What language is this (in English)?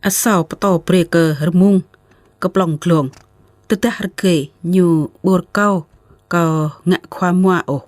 Jarai